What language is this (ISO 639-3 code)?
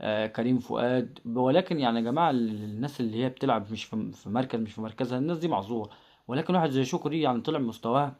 arz